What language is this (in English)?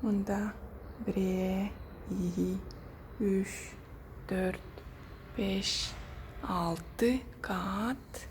Tuvinian